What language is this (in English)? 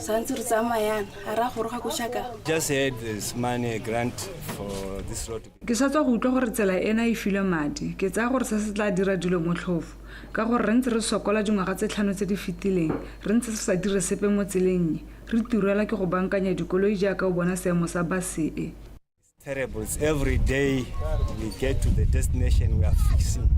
Tswana